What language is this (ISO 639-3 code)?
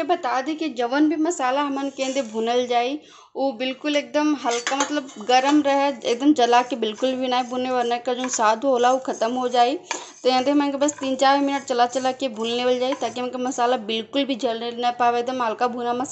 bho